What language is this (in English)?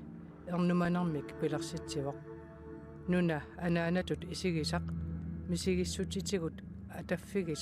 Kalaallisut